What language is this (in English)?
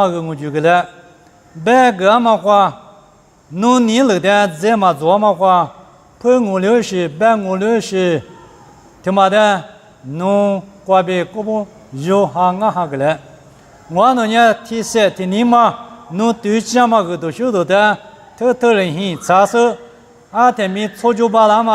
Lisu